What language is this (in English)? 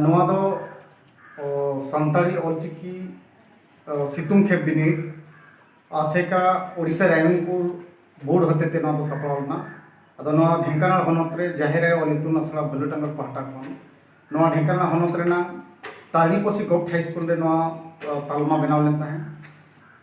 Santali